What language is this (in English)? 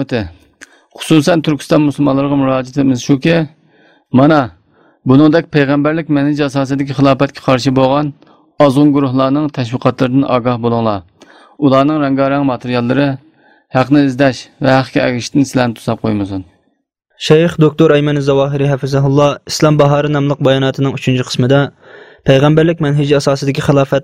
Uyghur